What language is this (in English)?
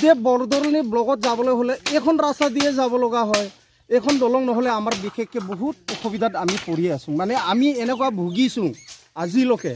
Assamese